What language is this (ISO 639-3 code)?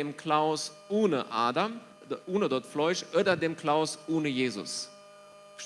pdt